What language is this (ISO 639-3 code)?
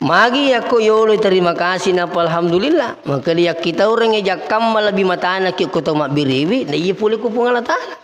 bug